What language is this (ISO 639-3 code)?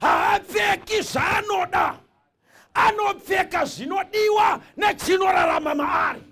sna